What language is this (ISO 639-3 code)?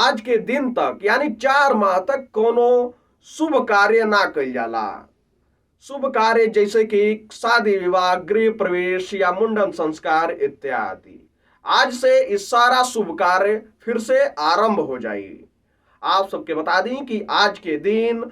bho